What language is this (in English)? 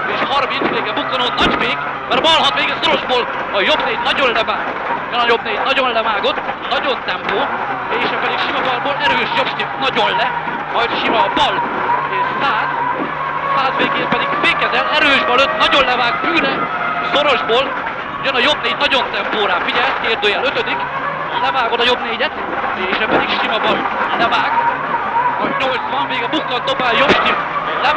Hungarian